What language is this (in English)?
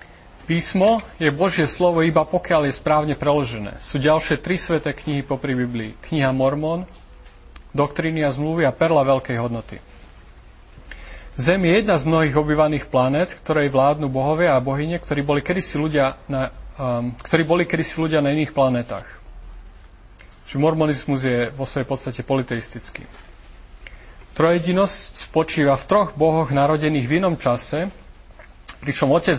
Slovak